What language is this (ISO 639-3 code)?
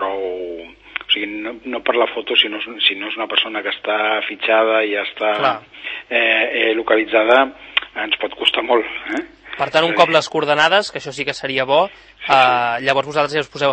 cat